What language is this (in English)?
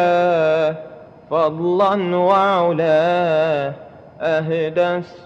Madurese